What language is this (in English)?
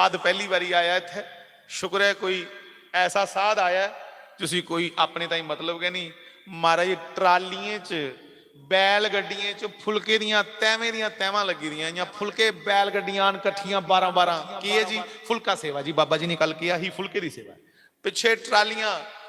Dogri